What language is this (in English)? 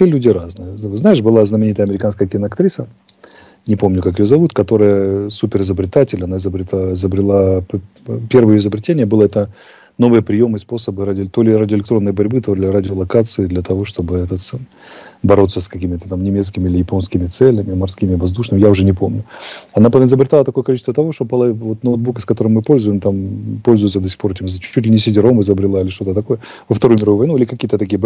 Russian